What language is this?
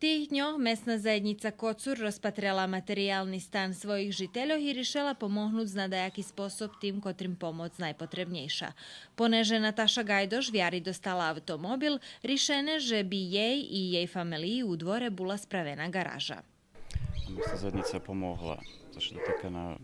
Rusyn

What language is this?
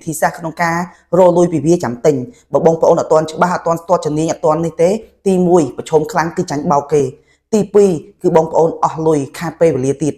Khmer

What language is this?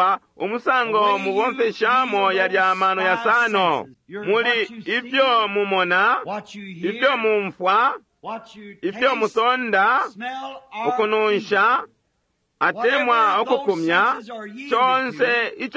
Bemba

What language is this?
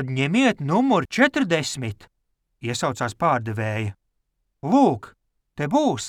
Latvian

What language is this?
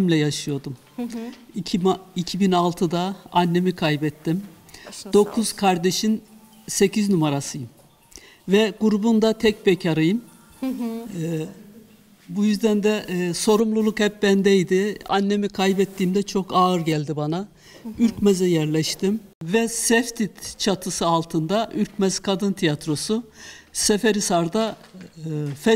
Turkish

